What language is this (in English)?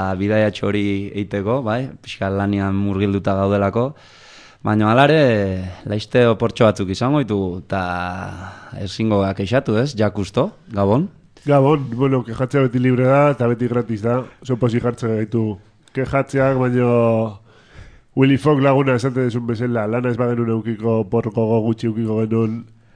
Basque